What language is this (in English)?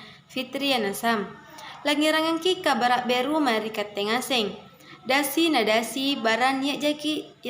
Makasar